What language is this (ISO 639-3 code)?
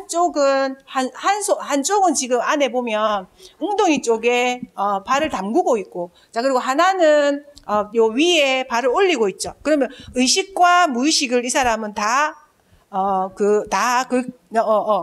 kor